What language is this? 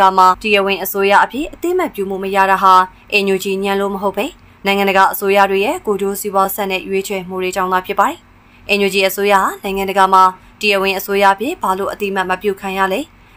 Burmese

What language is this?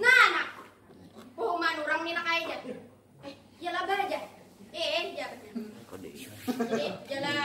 Banjar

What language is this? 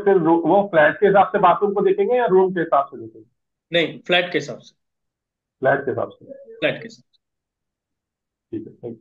Hindi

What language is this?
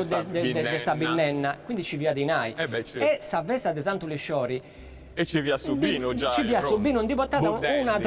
Sardinian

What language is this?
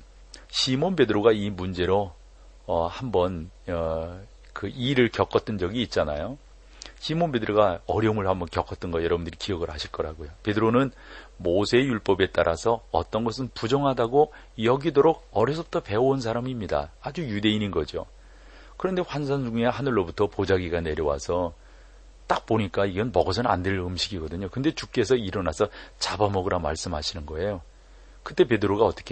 Korean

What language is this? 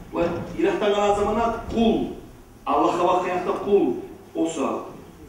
Kumyk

